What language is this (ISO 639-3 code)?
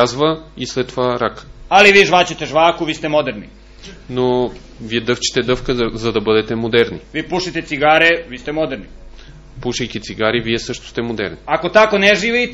bul